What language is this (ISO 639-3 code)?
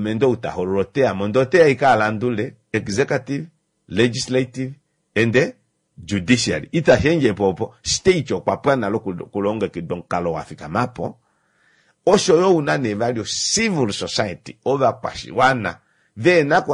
kua